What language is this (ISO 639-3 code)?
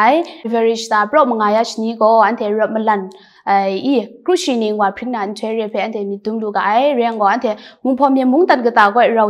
kac